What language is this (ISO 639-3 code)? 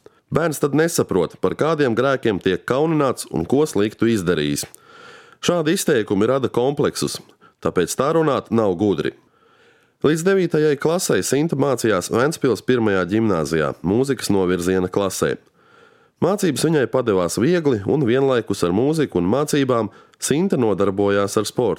lav